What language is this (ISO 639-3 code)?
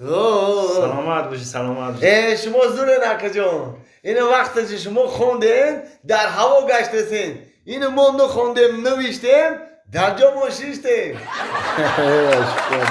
tgk